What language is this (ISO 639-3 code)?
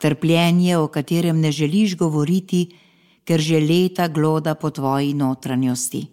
slv